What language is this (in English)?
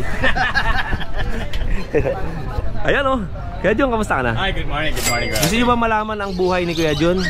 Filipino